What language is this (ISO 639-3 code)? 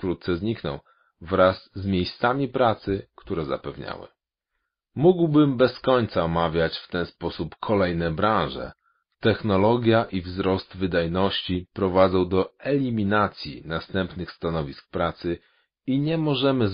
pol